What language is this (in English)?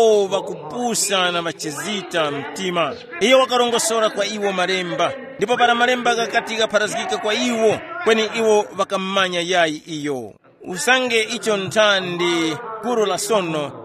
Tumbuka